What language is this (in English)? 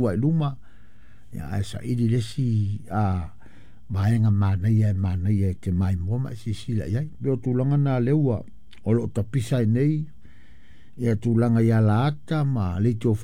Samoan